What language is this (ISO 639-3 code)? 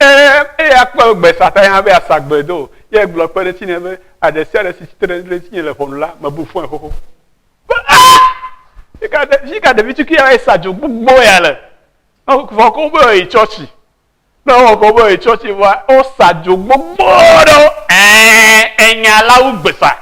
ewe